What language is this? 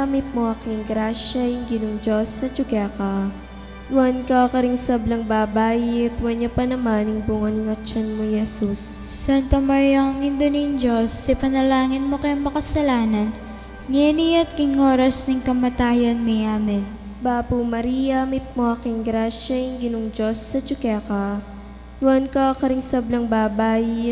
Pampanga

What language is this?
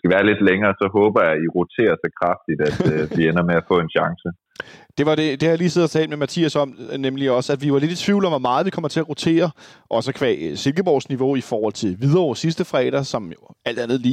Danish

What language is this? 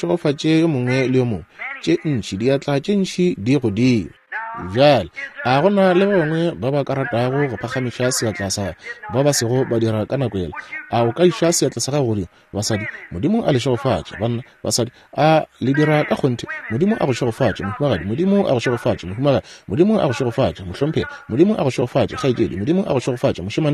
Northern Sotho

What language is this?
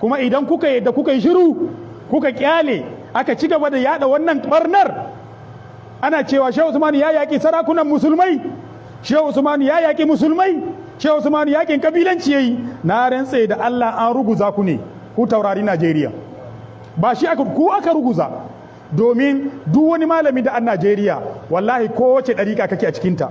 Hausa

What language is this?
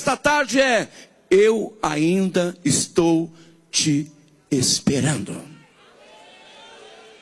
Portuguese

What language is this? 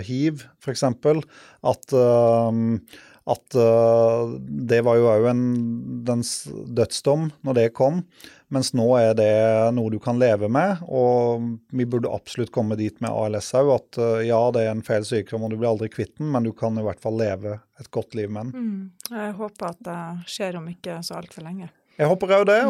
Norwegian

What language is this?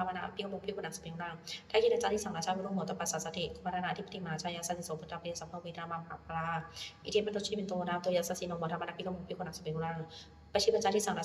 Pali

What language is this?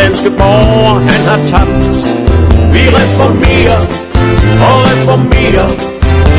Danish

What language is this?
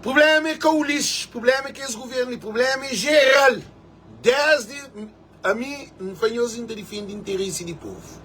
Kabuverdianu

